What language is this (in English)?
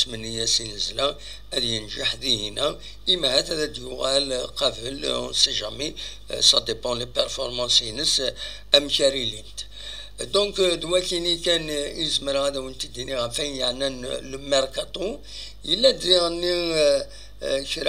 Kabyle